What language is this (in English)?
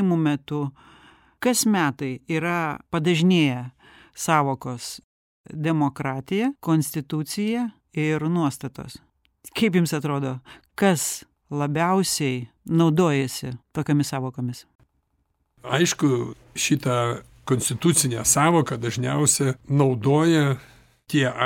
Lithuanian